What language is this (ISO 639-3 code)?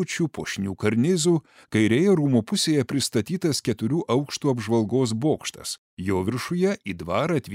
lit